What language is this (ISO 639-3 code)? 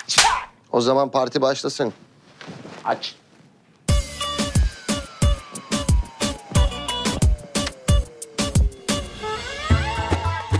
tur